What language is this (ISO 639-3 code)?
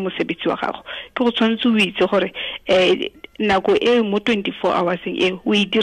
tsn